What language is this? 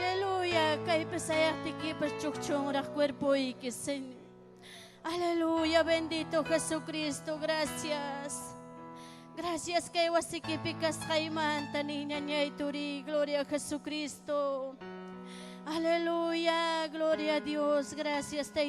Ayacucho Quechua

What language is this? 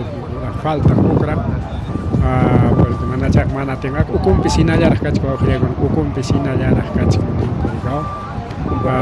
Ayacucho Quechua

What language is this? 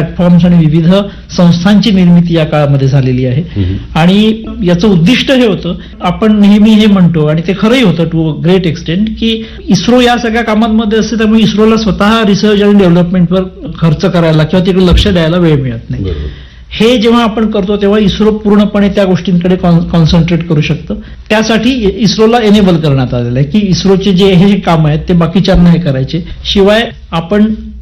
Marathi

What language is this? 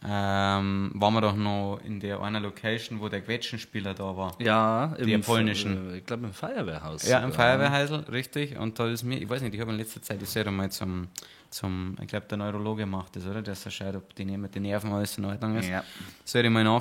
Bavarian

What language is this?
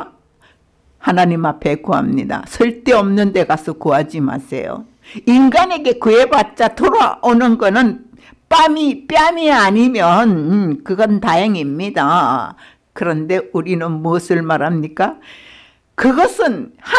Korean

